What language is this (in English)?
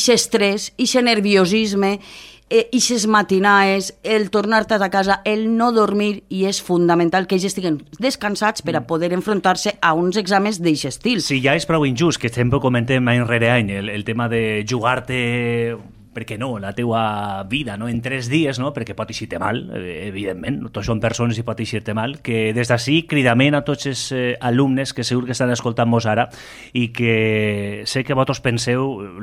Catalan